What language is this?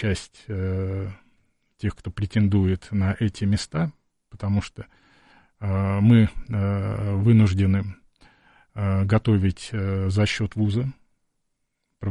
Russian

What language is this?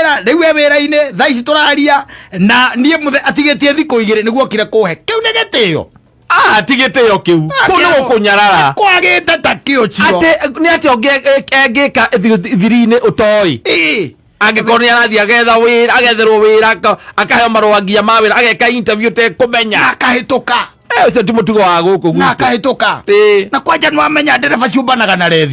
Kikuyu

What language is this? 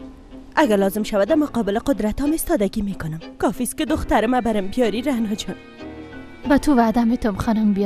Persian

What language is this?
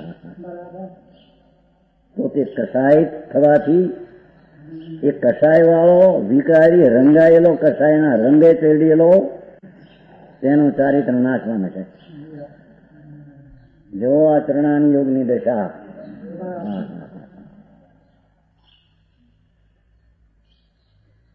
Gujarati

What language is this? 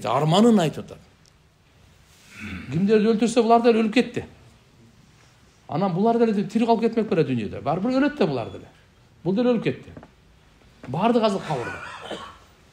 Kyrgyz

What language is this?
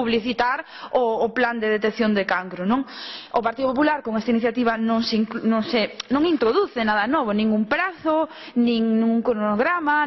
Galician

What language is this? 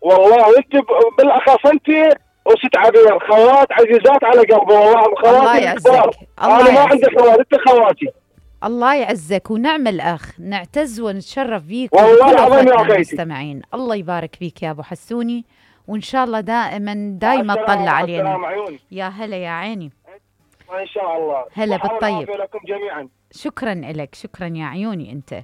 Mesopotamian Arabic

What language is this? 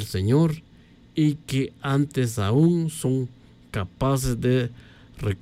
Tz'utujil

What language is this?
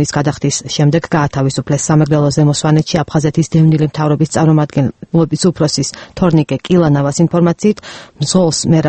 Georgian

